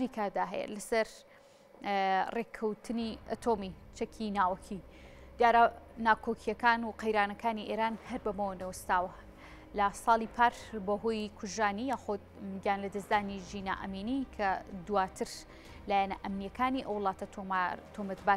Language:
Central Kurdish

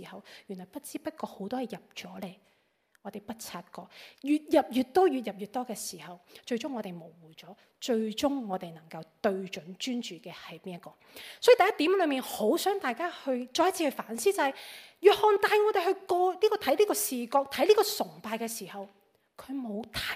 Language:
Cantonese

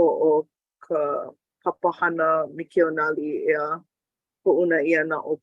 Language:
Hawaiian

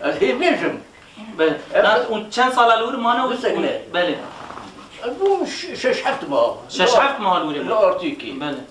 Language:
Kurdish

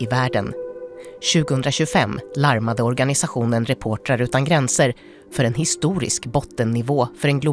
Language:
Swedish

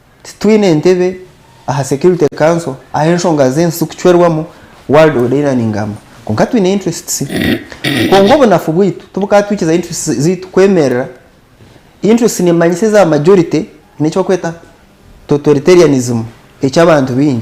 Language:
Nyankole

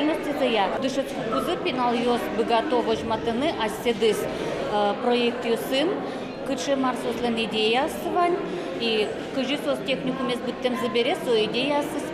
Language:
Udmurt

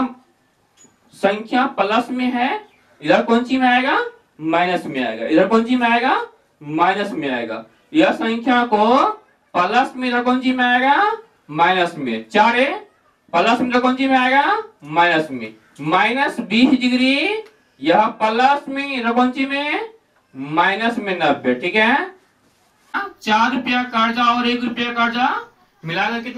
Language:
Hindi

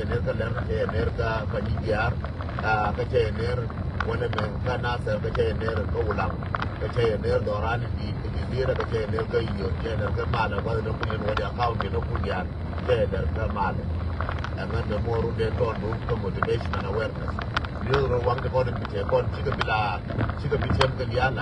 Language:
Nuer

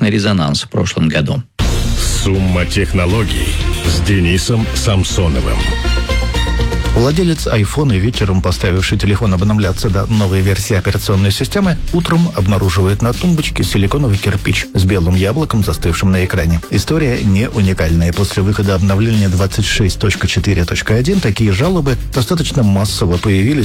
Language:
Russian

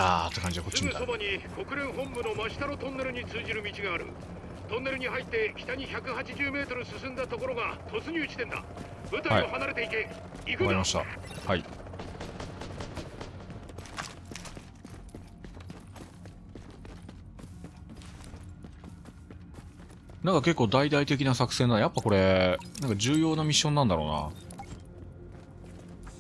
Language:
Japanese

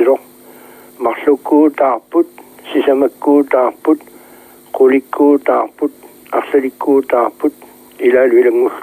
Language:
Kalaallisut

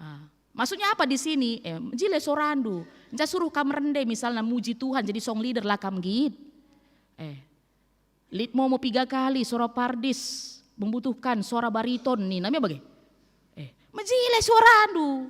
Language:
Batak Karo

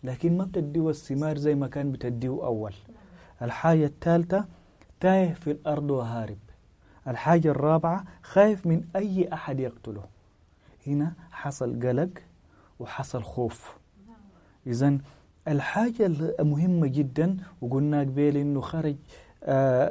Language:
Sudanese Arabic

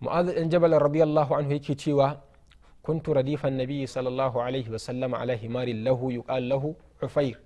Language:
Hausa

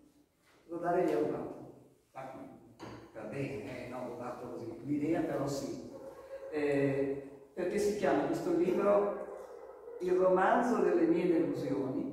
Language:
Italian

